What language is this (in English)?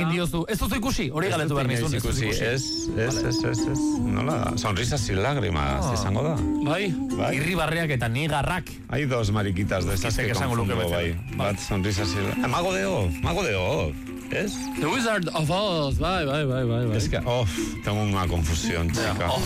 Basque